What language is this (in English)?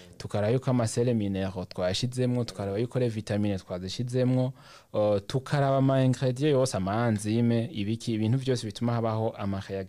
Rundi